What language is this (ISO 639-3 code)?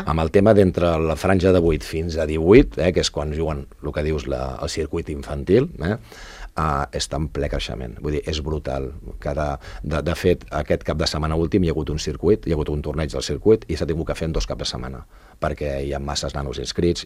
cat